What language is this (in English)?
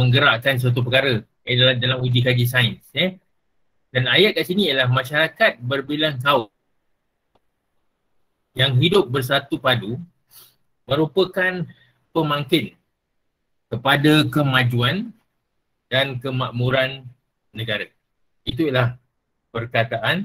Malay